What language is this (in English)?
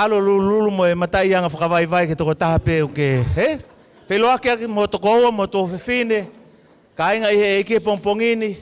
Tongan